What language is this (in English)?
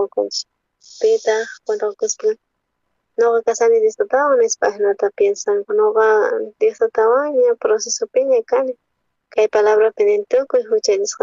South Bolivian Quechua